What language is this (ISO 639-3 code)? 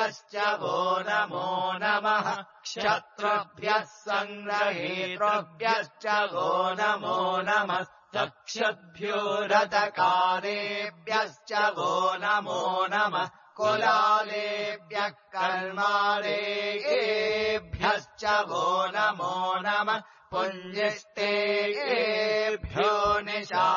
san